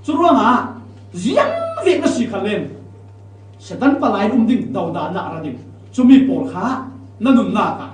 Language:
Falam Chin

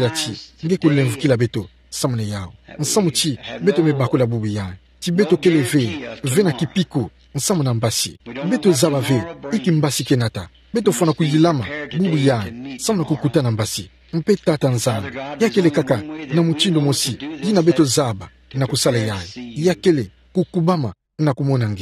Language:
Kituba (Democratic Republic of Congo)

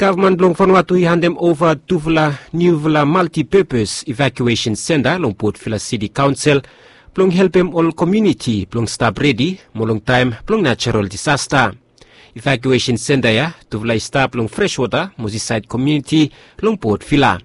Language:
Bislama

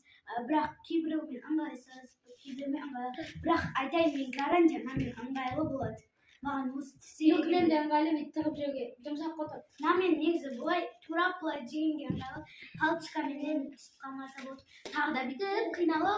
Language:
Kazakh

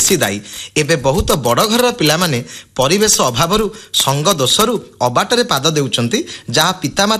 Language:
Odia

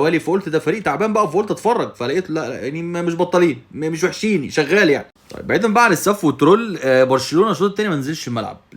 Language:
Egyptian Arabic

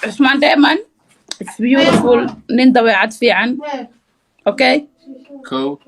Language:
Somali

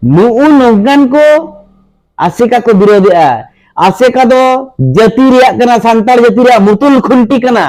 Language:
Santali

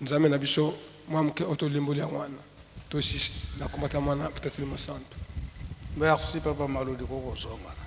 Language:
Lingala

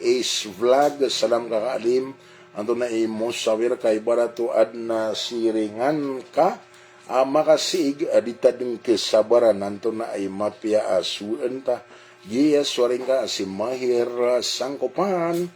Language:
Maranao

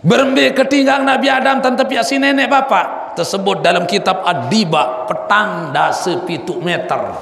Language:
Sasak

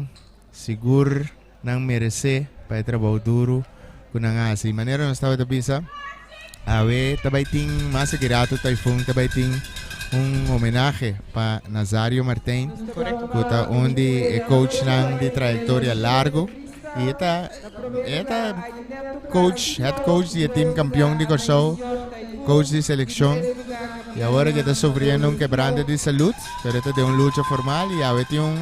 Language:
Papiamento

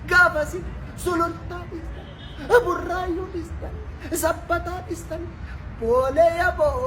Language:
Oromo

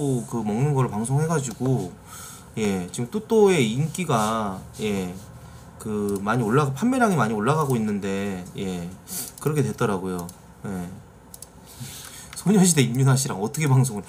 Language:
Korean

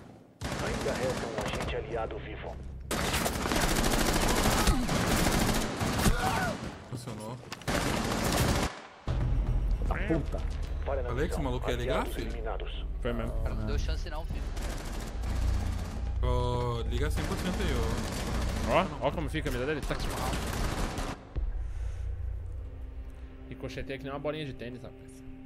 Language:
Portuguese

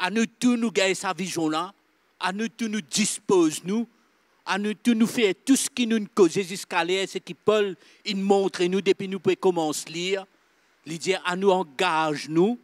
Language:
Morisyen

